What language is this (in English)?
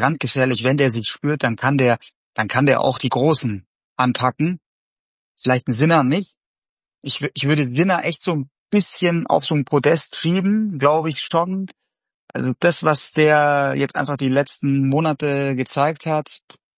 German